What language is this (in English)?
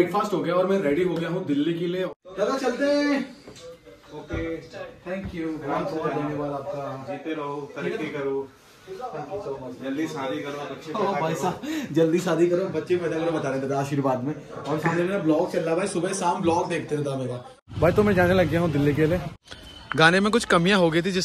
Hindi